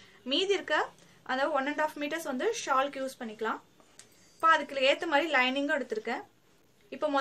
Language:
Tamil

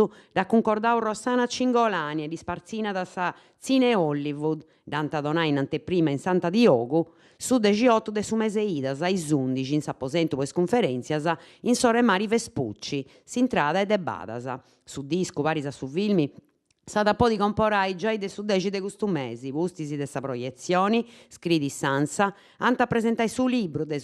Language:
Sardinian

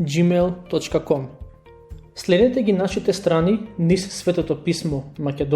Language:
Macedonian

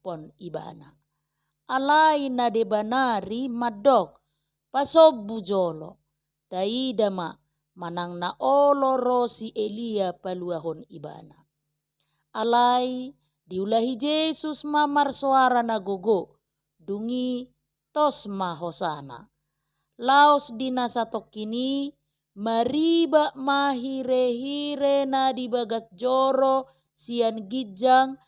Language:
Batak Toba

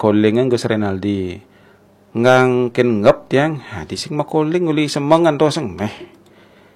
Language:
Balinese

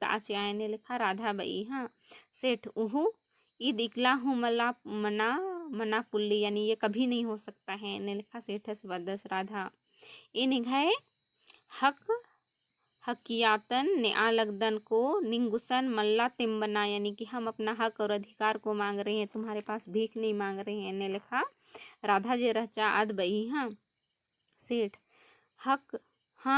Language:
Kurukh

